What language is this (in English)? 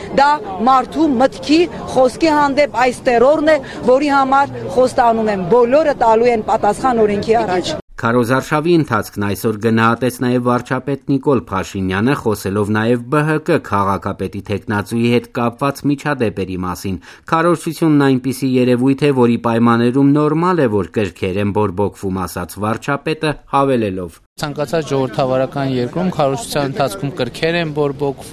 Armenian